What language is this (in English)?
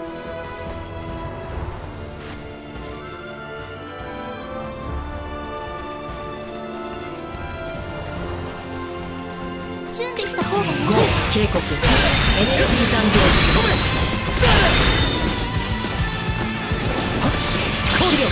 Japanese